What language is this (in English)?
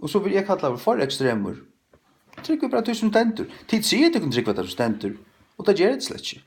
Faroese